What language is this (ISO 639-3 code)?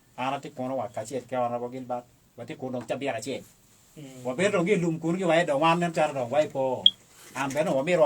ach